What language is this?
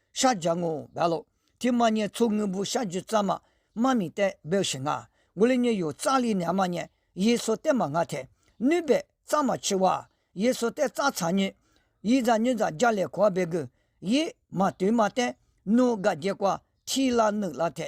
Lisu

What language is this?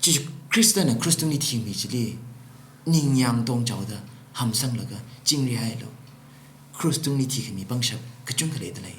Tangkhul Naga (India)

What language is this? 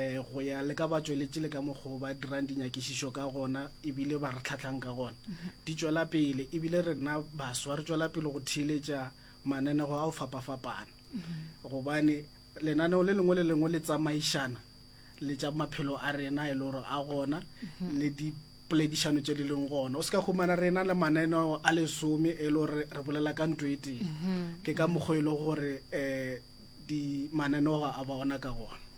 Northern Sotho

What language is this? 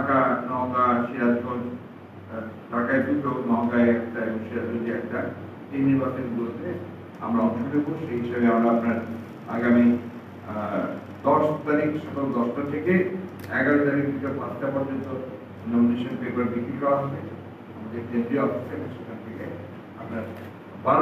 Bangla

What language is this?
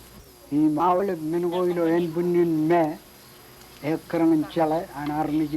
Marshallese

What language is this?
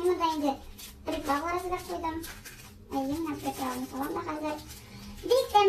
Tatar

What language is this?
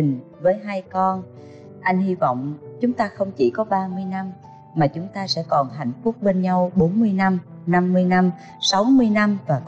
Vietnamese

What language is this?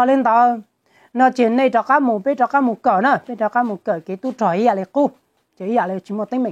Hmong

